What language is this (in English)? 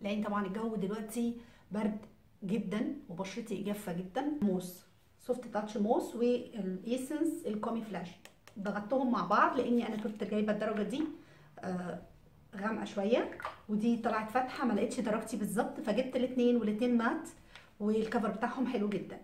Egyptian Arabic